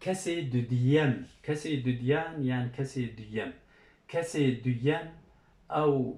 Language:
Kurdish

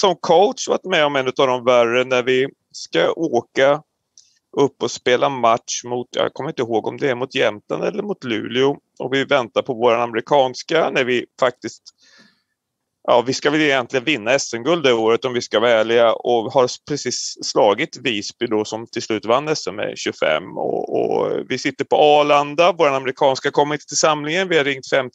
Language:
Swedish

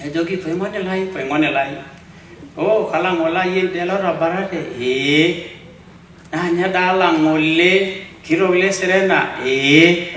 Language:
Masai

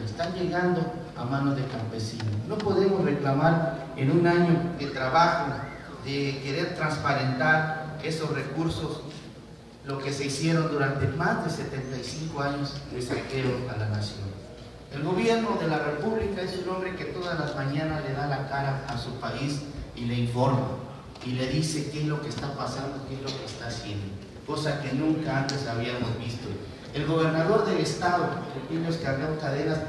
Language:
Spanish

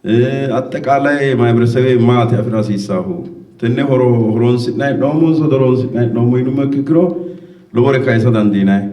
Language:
Sidamo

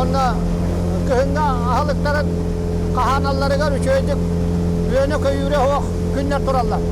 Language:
Yakut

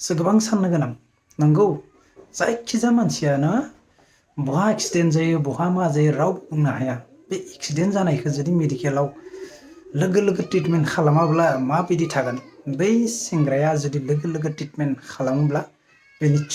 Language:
Bodo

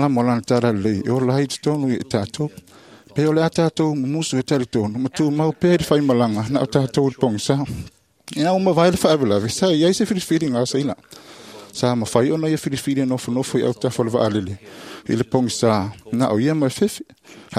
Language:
Samoan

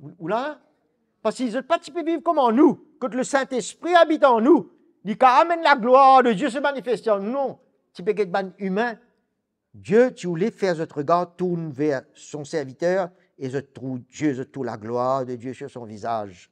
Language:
Morisyen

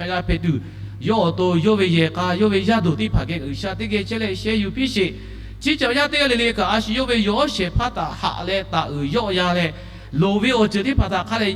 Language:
Lahu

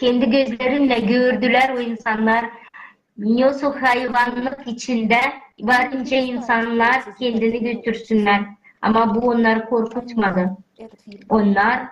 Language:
Gagauz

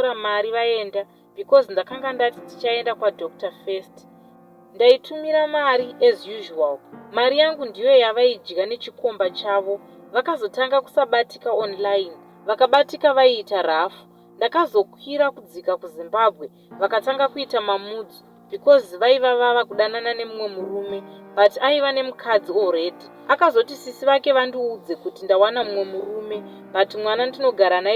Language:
Shona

